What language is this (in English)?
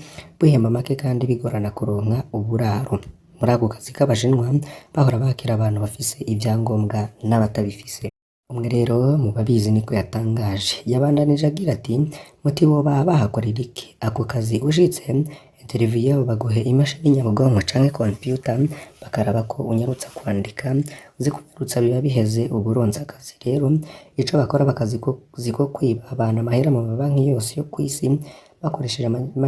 Rundi